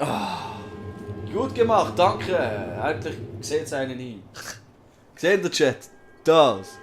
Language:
Swiss German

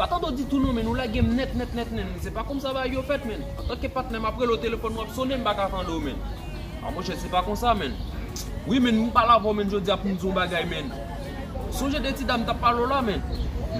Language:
Haitian Creole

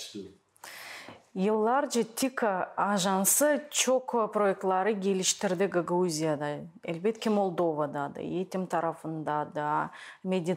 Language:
Gagauz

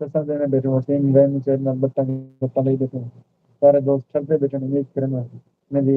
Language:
Saraiki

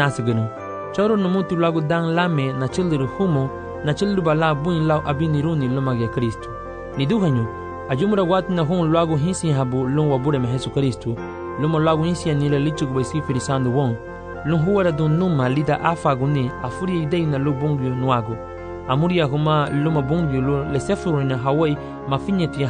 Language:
Garifuna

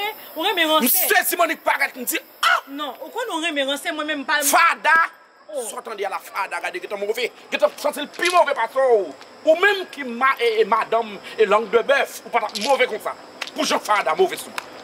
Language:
Haitian Creole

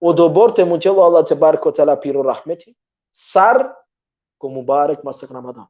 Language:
Balkan Romani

